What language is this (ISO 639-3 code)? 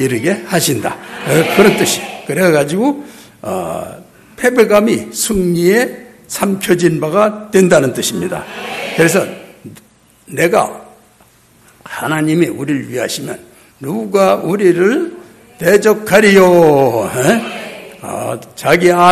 kor